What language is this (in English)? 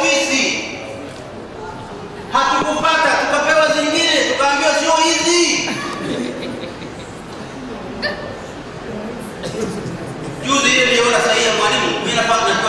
Swahili